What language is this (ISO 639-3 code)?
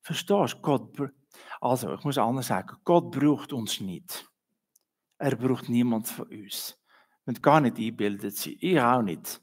gsw